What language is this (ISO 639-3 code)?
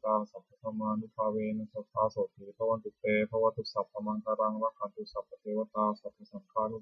pli